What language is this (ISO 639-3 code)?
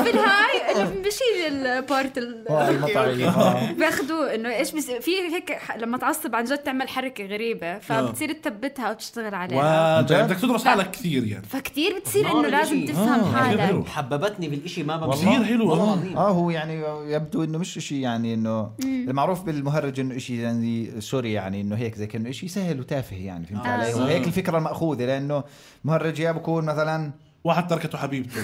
apc